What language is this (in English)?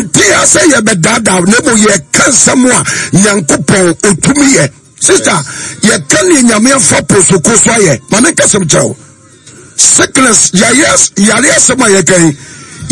Akan